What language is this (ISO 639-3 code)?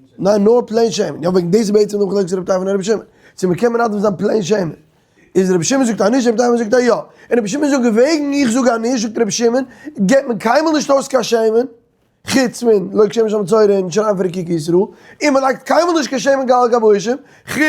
yid